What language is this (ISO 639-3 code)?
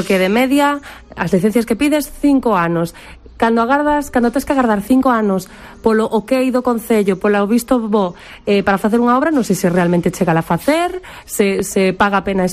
glg